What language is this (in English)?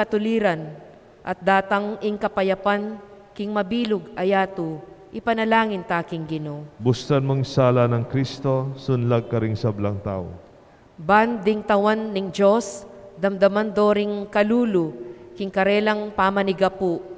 Pampanga